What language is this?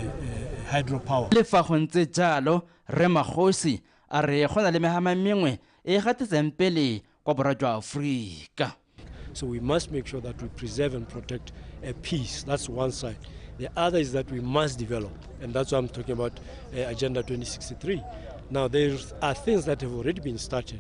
Tswana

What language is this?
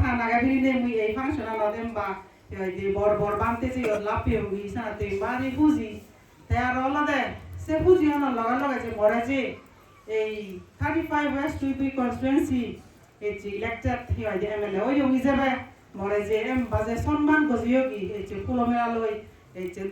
Chakma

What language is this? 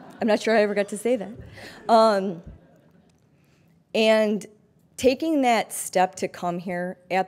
English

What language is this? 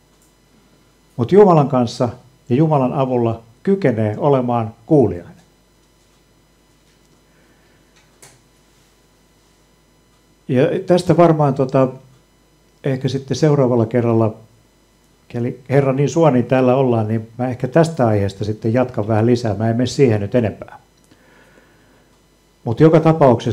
Finnish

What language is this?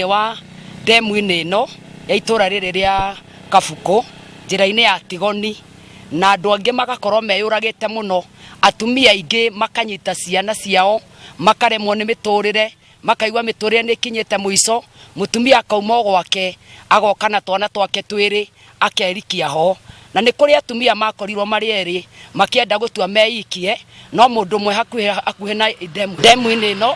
Kikuyu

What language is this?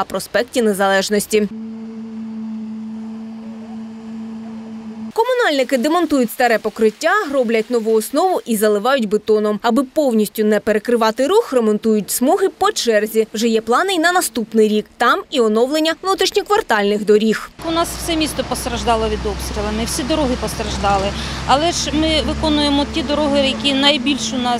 Ukrainian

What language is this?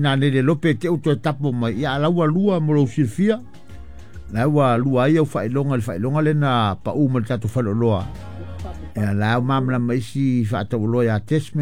Samoan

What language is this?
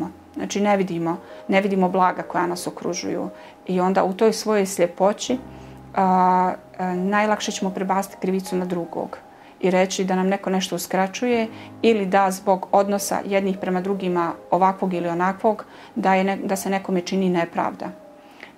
Bosnian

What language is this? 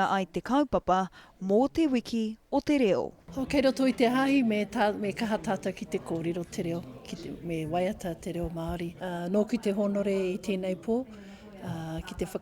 Māori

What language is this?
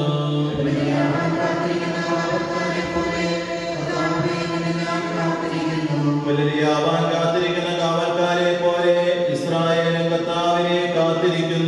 Malayalam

